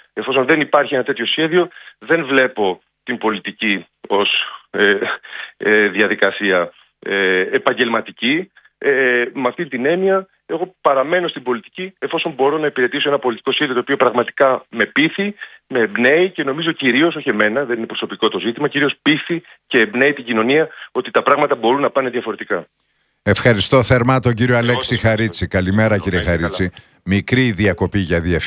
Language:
Greek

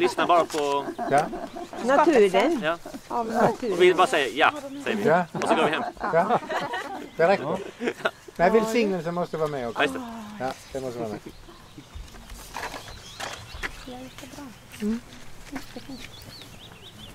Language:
Swedish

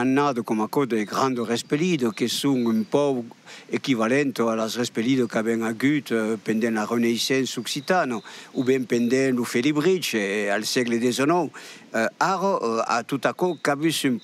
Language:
Occitan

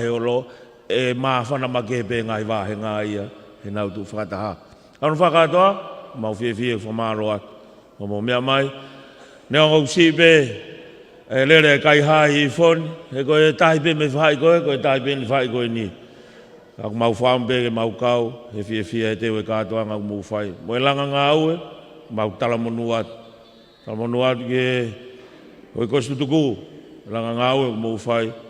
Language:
Tongan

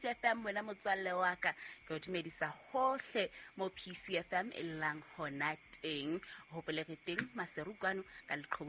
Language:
Southern Sotho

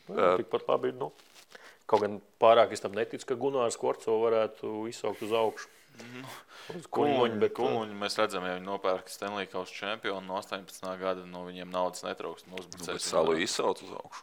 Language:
Latvian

